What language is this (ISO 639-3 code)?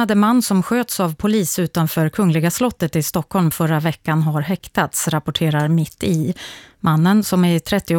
swe